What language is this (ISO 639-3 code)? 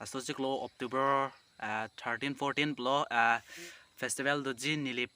mjw